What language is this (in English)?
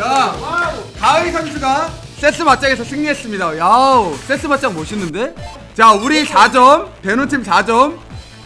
Korean